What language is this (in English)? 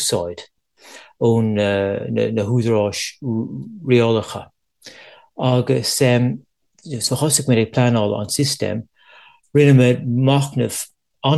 Irish